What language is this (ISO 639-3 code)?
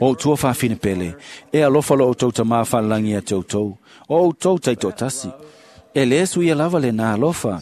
smo